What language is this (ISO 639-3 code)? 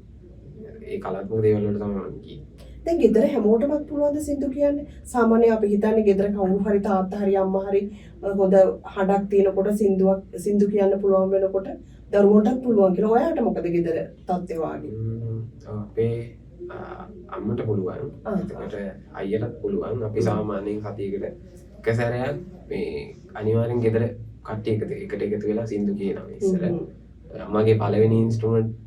sin